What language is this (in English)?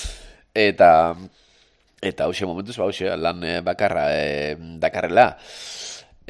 Basque